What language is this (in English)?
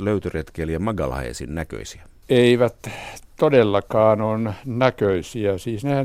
Finnish